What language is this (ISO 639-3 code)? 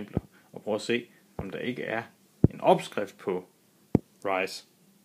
dan